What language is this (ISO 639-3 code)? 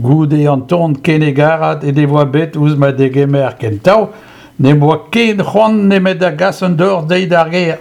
bre